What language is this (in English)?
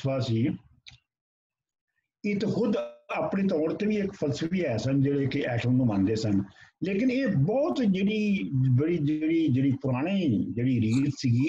Punjabi